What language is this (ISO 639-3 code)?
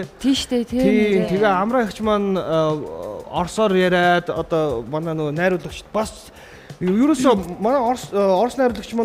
mon